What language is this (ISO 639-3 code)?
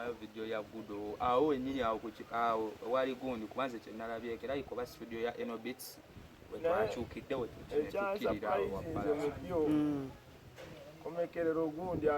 lug